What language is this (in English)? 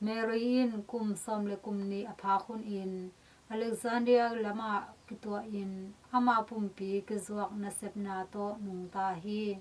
Tedim Chin